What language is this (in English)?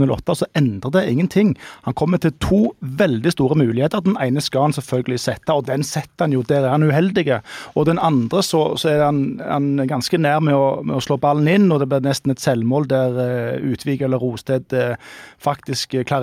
Norwegian